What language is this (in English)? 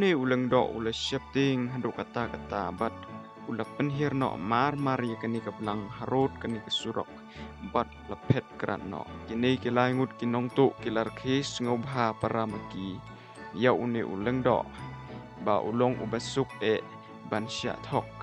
Khasi